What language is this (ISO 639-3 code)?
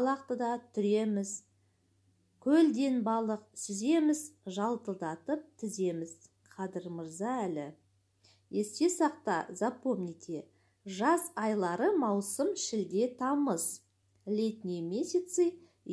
kaz